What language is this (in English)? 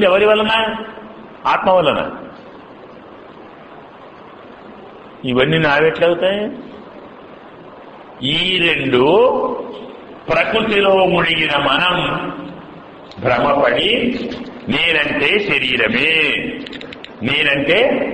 Telugu